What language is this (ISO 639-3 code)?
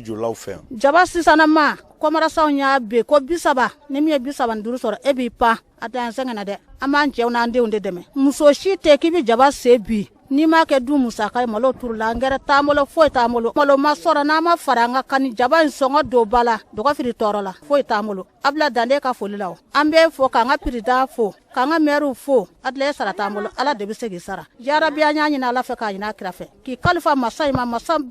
bam